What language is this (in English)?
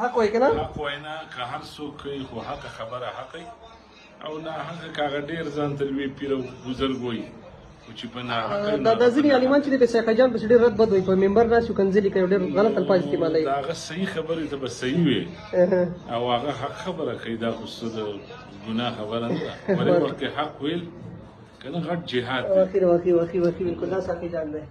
Pashto